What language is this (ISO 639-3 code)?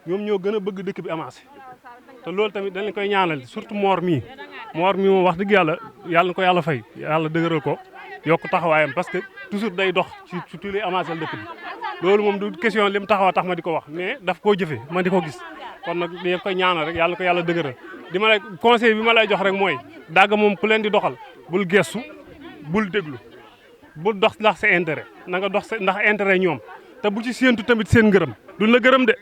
wol